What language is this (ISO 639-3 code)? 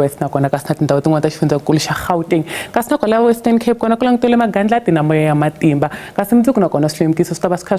tso